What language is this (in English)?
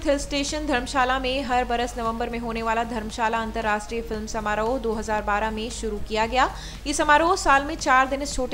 Hindi